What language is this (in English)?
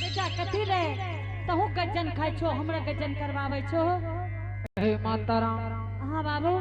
Angika